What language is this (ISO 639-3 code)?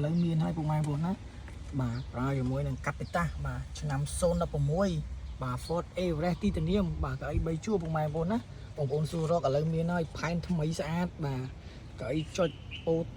khm